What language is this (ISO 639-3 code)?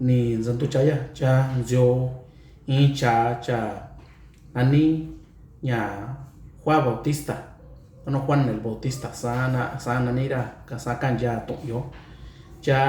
mix